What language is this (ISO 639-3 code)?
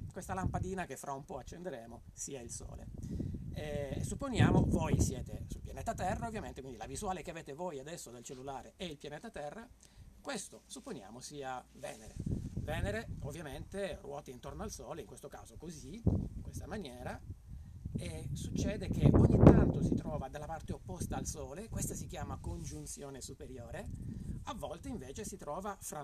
ita